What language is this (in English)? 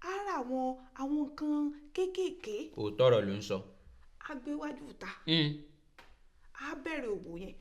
Yoruba